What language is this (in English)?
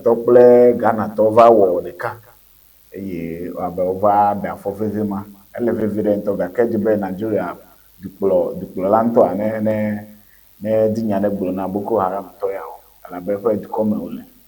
Ewe